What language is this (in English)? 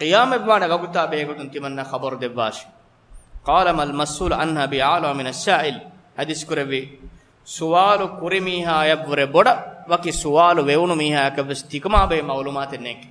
Divehi